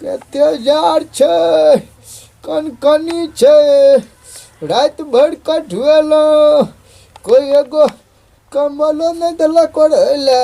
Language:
Maithili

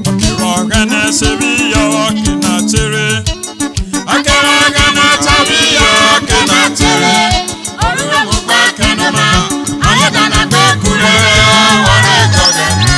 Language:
Urhobo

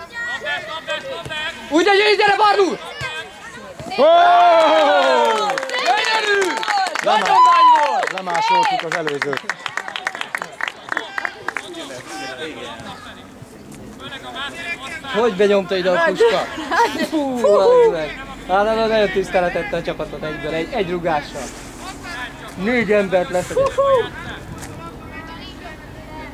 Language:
Hungarian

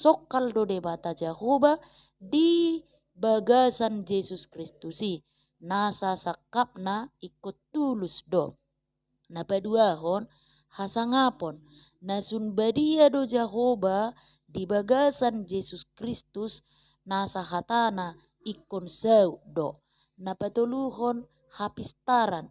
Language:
Batak Toba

